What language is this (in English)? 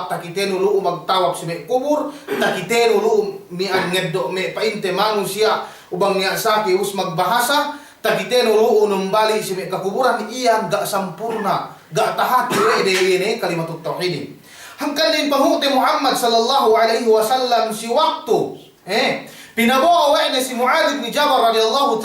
Yakan